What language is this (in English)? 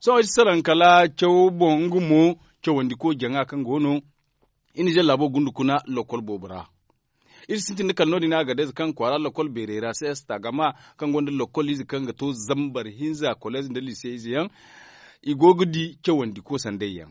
Zarma